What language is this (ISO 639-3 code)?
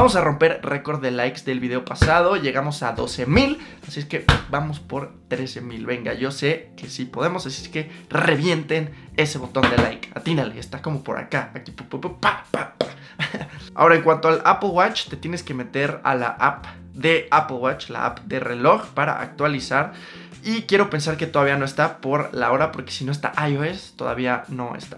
spa